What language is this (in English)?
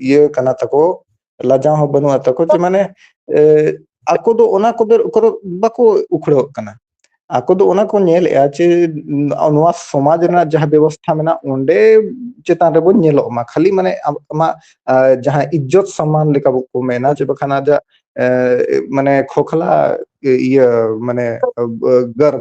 Santali